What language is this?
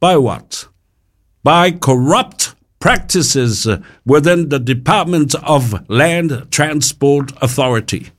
Samoan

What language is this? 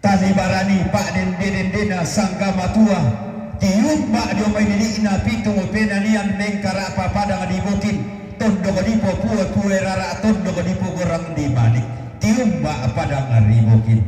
Toraja-Sa'dan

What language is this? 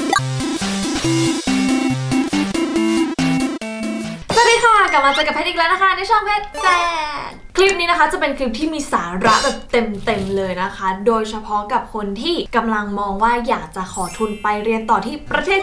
Thai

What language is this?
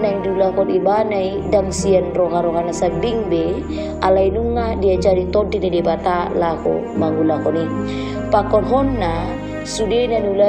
Batak Toba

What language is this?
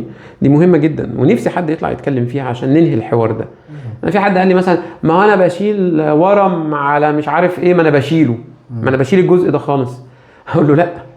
Egyptian Arabic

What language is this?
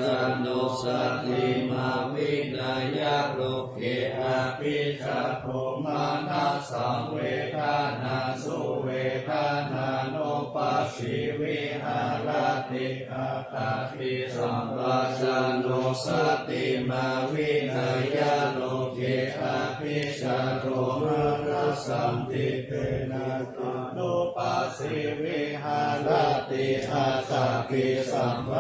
Pali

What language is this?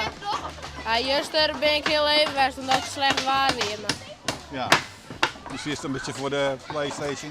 Western Frisian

